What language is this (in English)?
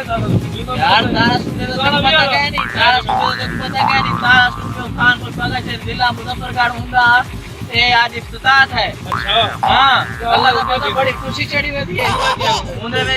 Saraiki